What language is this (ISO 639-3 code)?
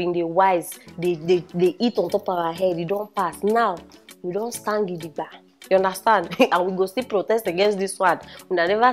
pcm